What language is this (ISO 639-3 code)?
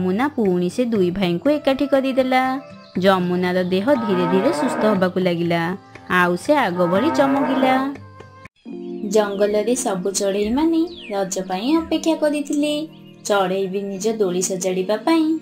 ori